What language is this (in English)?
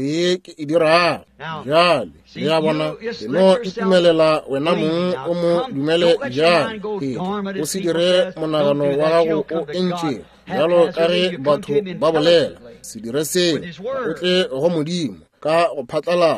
Northern Sotho